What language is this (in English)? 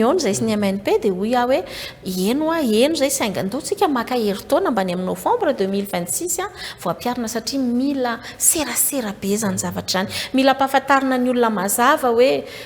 Malagasy